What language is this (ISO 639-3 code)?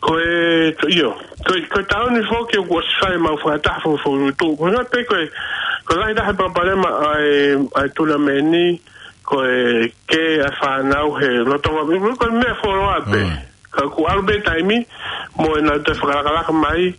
ton